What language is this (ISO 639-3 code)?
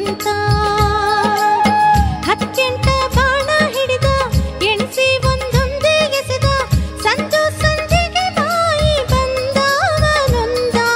kan